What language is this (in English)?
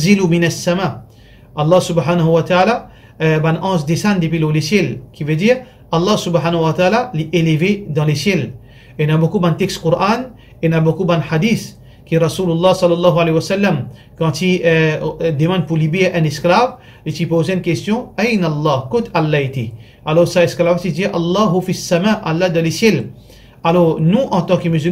Morisyen